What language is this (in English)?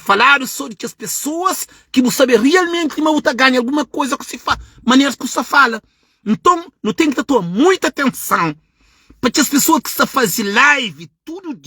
Kabuverdianu